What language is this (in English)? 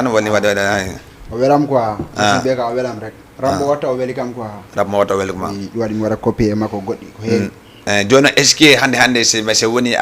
Fula